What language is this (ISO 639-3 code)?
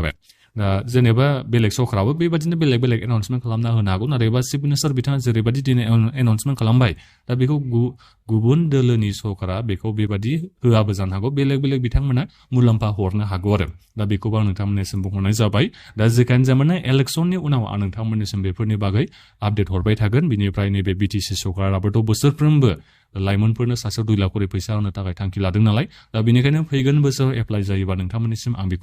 brx